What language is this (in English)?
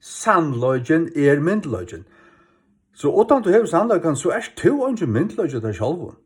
Faroese